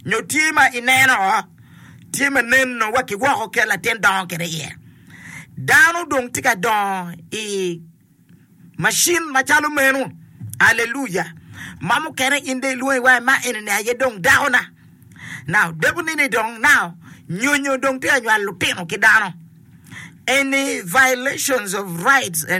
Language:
Acoli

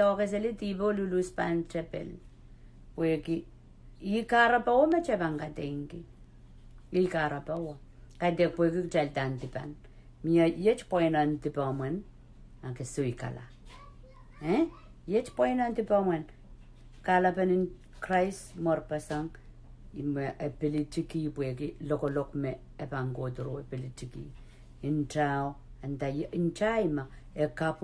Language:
Pohnpeian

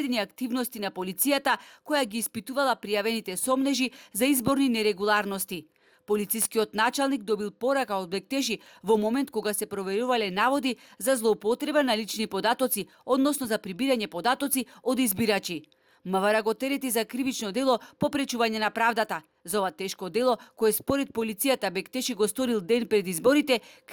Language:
Macedonian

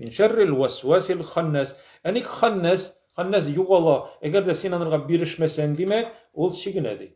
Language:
Tatar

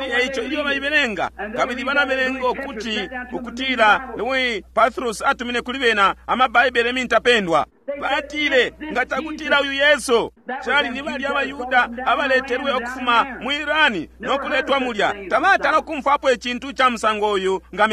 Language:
Bemba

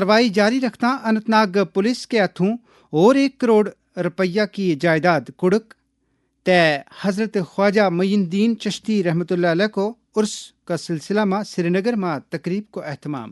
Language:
Gujari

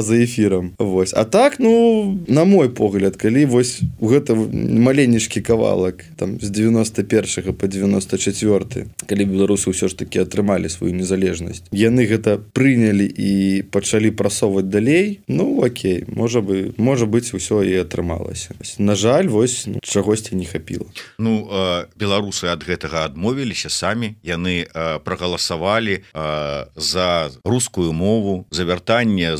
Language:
Belarusian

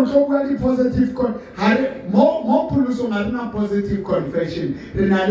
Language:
Southern Sotho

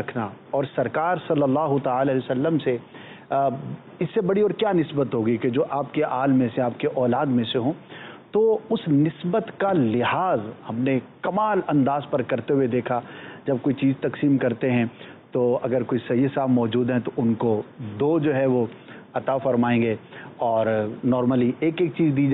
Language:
Urdu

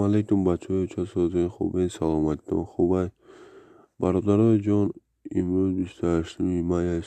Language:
Tajik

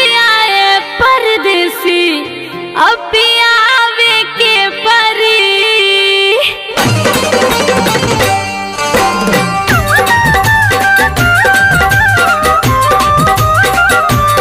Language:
Bhojpuri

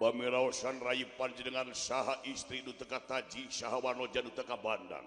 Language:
Sundanese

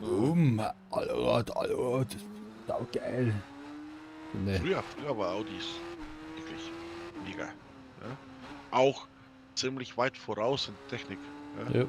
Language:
Bavarian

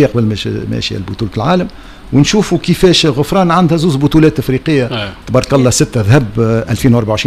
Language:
Tunisian Arabic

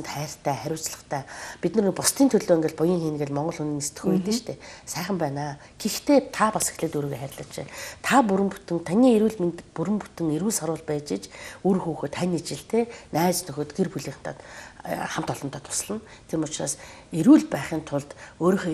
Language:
Mongolian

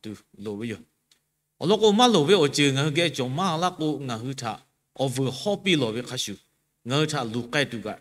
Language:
Lahu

